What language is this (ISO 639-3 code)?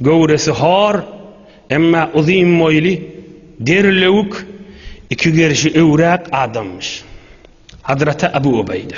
tuk